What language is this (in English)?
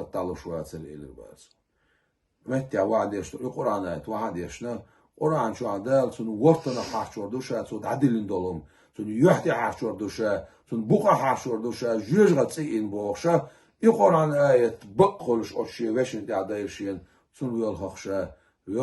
Chechen